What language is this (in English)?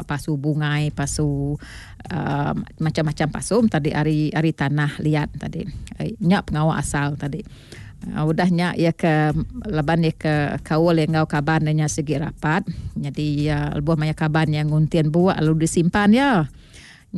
Iban